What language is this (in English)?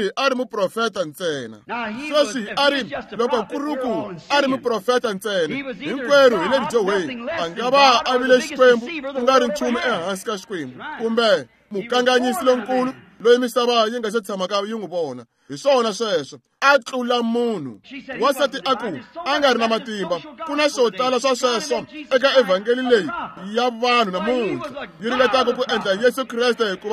Tsonga